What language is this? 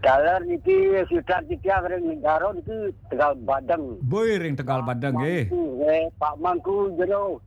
Balinese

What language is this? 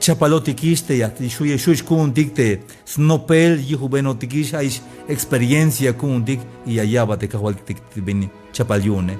Tzeltal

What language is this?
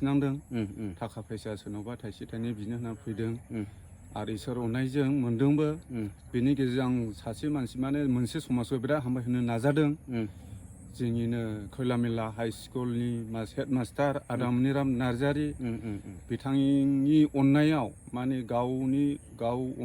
Bodo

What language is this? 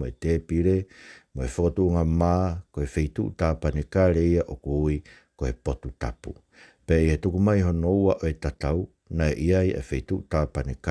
Tongan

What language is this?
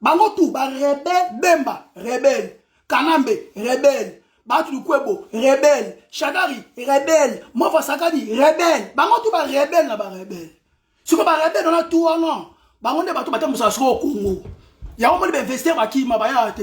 Lingala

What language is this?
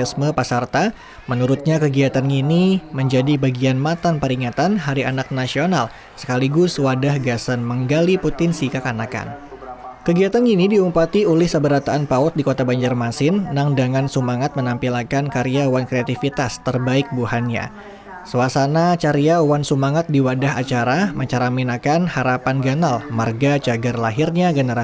Banjar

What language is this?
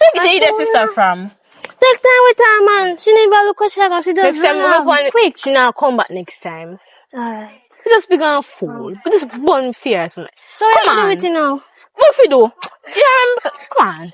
Jamaican Creole English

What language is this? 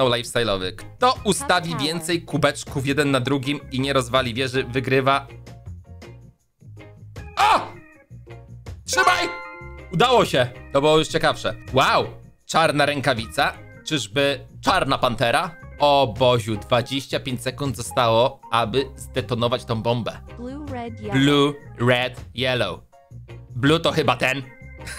Polish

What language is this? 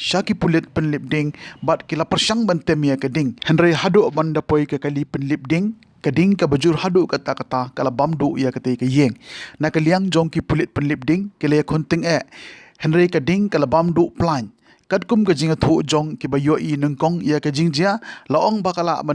Khasi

